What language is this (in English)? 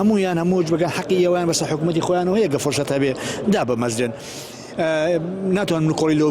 Central Kurdish